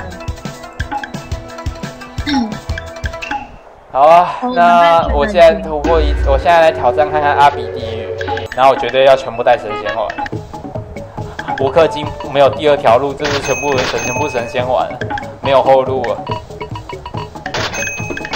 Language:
Chinese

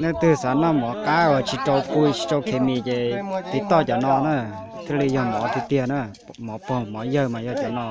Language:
Hmong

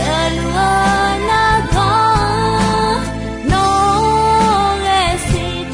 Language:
Akha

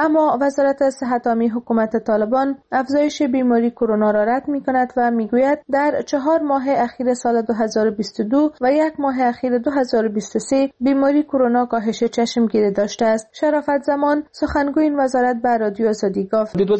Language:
Persian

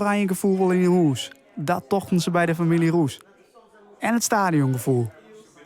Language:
Western Frisian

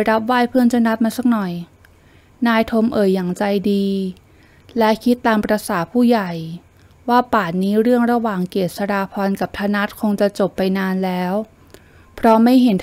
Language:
Thai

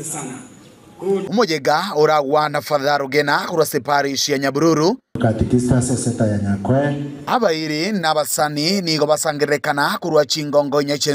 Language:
Gusii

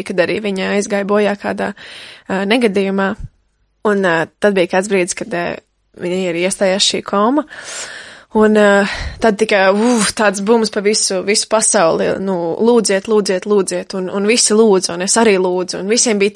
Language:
Latvian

